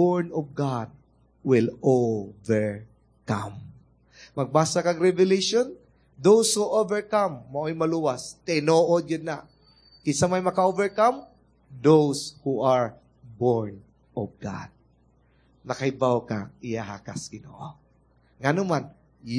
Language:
Cebuano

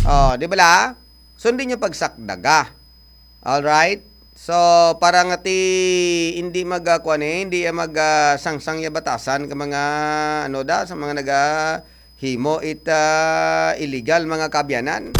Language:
Hiligaynon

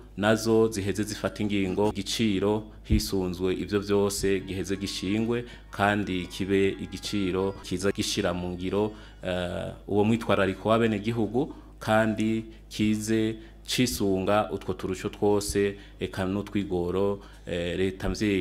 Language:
Rundi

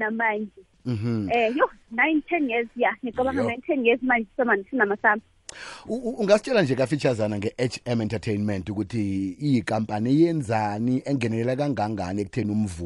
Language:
South Ndebele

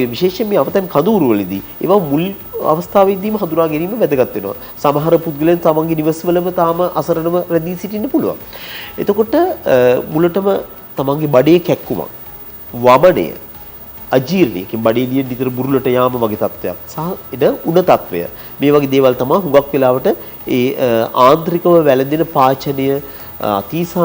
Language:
Sinhala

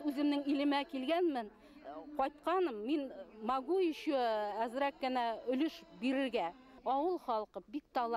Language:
Bashkir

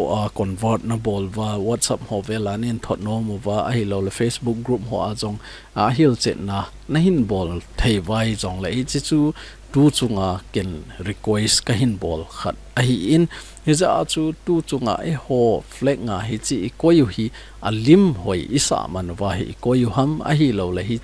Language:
Thado Chin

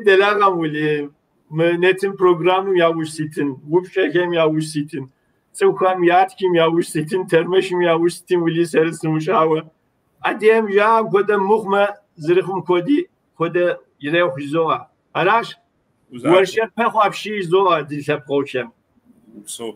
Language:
Kabardian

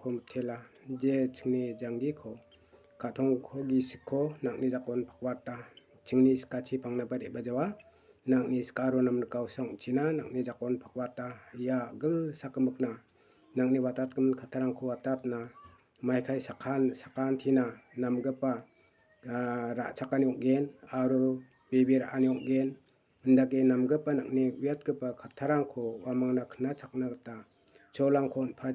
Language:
Garo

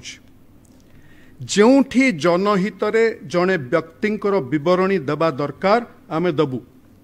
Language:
Odia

